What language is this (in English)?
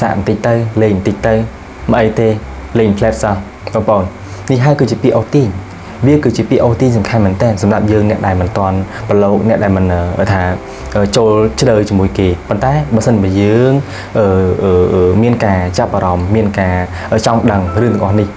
Khmer